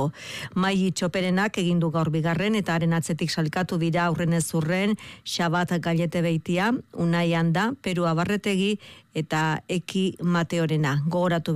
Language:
Basque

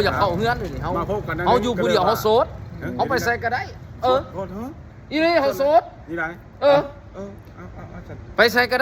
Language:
Lao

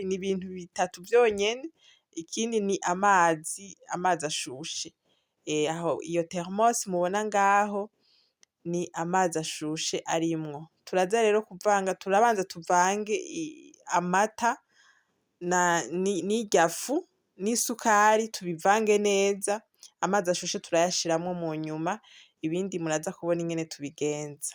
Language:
Rundi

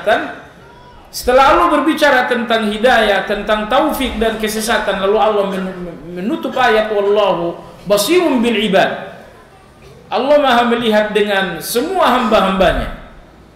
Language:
Indonesian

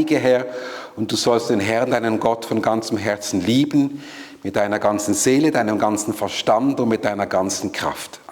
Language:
Swiss German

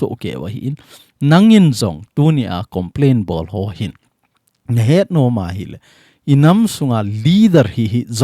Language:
Thado Chin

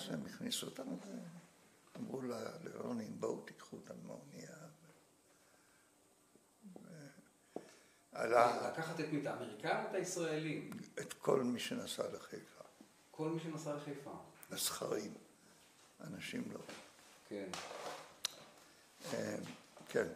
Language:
Hebrew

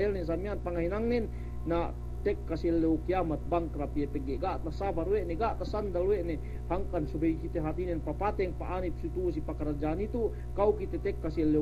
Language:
Yakan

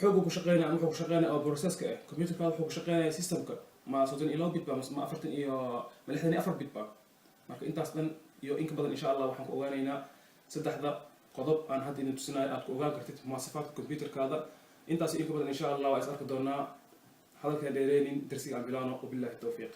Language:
Somali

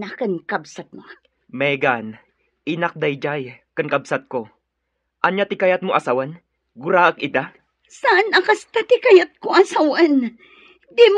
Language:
Iloko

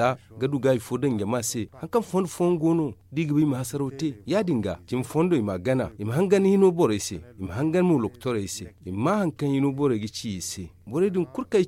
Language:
Zarma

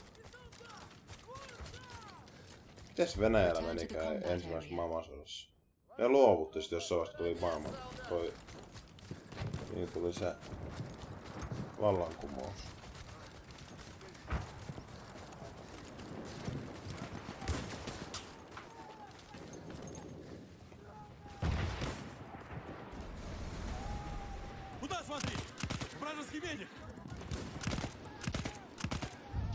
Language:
Finnish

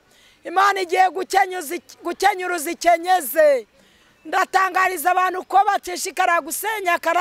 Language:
Kinyarwanda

